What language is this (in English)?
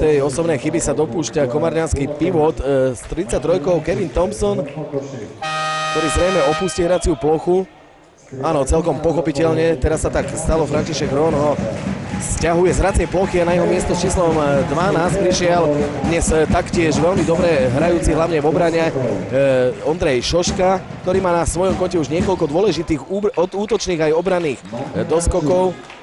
Slovak